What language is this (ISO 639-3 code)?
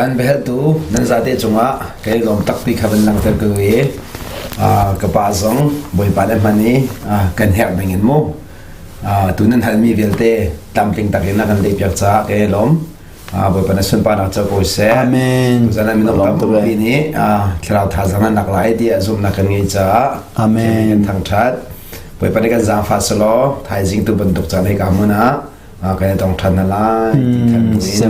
cnh